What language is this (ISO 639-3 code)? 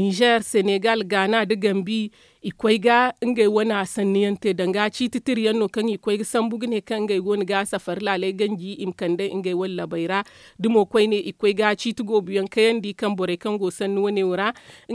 dje